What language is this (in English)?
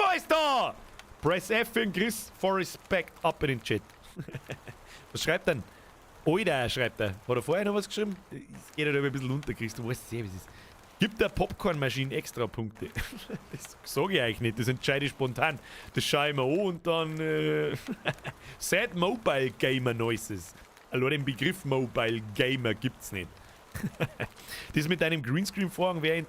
Bavarian